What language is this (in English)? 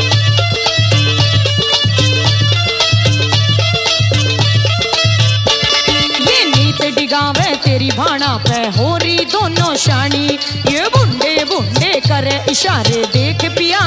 Haryanvi